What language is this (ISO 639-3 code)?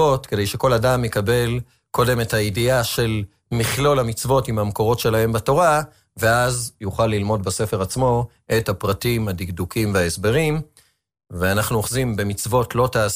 heb